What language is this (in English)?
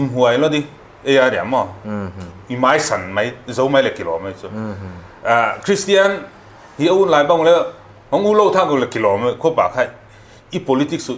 Paite Chin